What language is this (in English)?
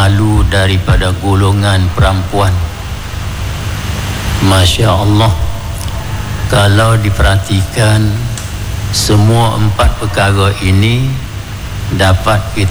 Malay